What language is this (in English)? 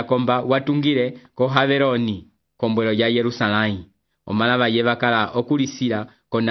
Umbundu